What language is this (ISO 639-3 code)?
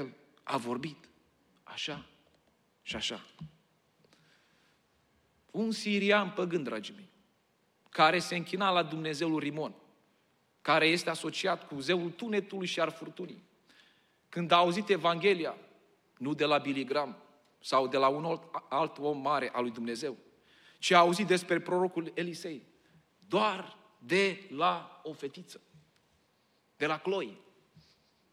ron